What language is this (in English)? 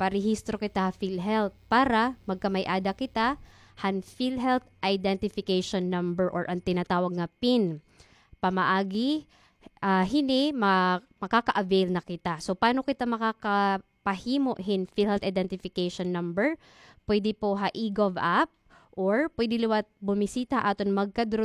Waray